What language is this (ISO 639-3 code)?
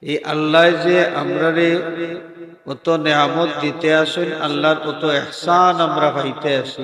syl